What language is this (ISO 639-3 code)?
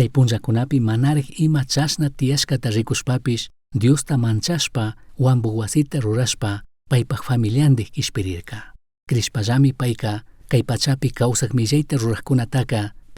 qug